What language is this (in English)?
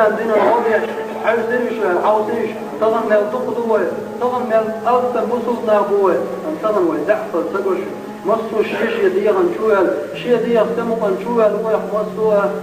Chechen